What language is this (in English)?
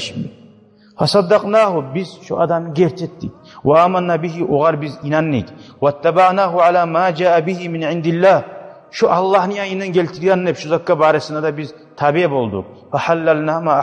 Kumyk